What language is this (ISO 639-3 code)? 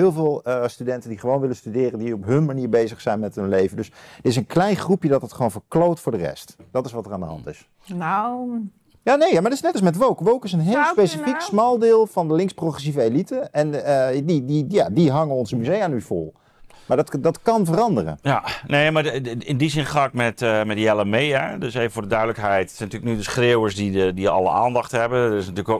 nld